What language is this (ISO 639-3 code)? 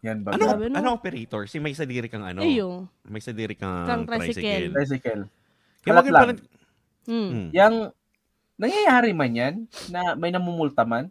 bik